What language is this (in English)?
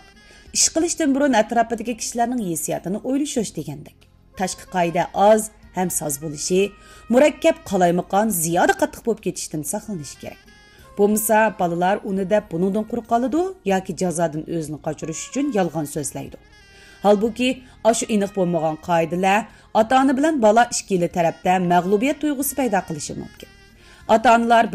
Uyghur